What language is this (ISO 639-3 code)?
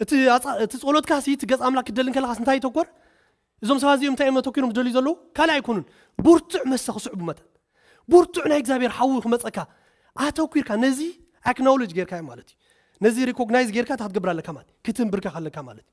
tir